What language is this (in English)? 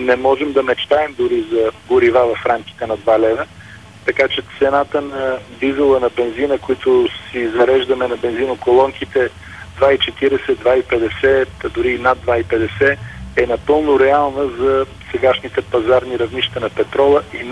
Bulgarian